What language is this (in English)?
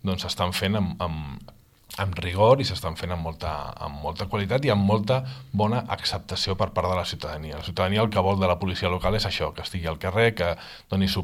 Catalan